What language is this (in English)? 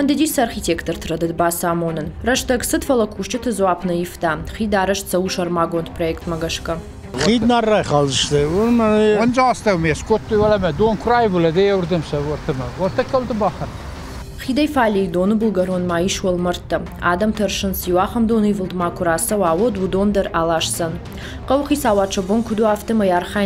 Ossetic